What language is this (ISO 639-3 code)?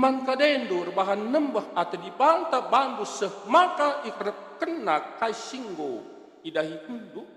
btx